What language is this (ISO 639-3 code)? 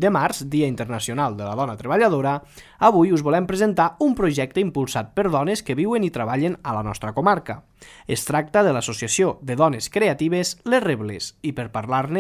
cat